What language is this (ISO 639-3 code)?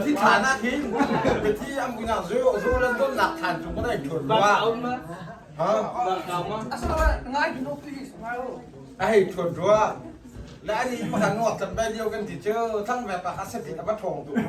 cnh